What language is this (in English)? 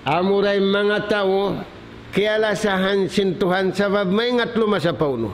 Tausug